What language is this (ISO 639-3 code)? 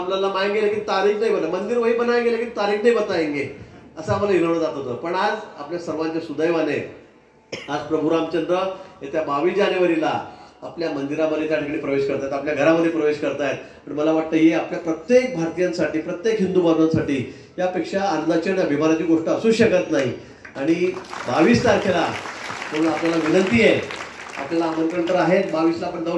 mar